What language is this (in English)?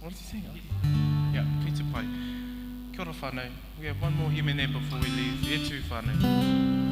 Māori